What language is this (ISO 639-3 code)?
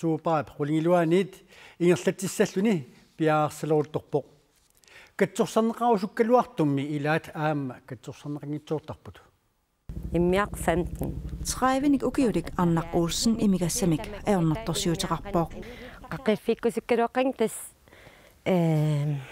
kal